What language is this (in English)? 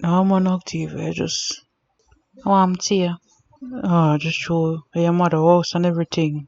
Jamaican Creole English